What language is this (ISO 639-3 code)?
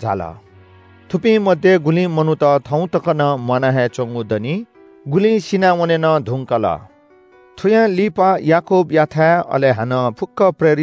new